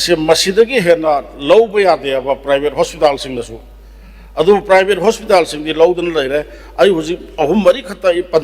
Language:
Manipuri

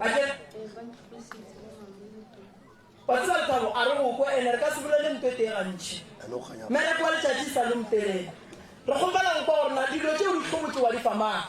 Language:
Northern Sotho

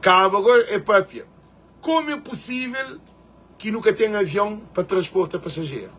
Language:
Kabuverdianu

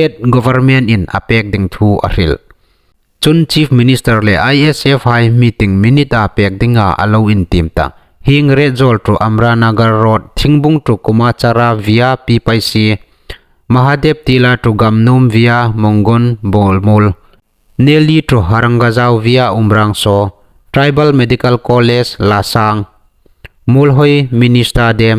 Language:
Hmar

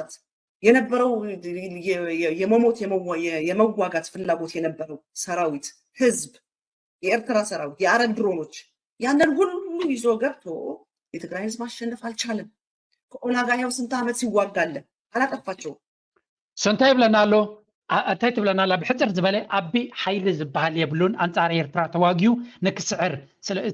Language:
Tigrinya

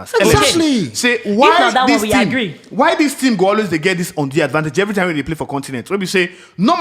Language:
Nigerian Pidgin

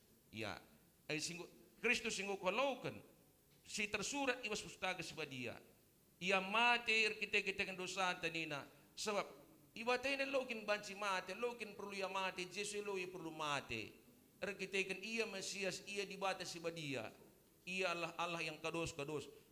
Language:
Batak Karo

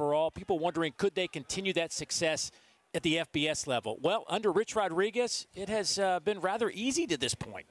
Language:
English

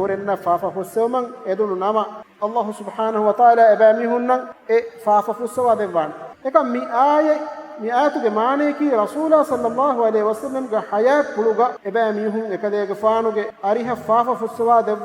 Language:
Divehi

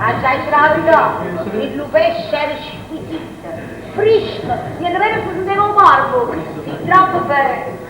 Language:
Neapolitan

